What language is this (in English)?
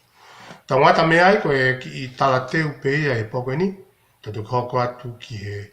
Tongan